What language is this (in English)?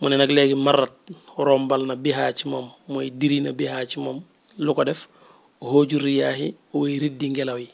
Wolof